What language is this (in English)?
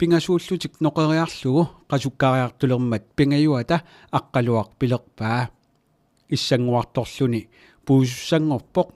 Kalaallisut